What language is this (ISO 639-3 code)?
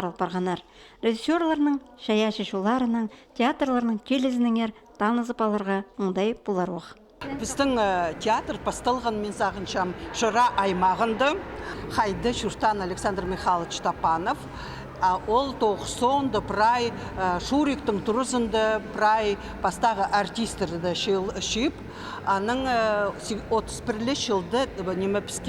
kjh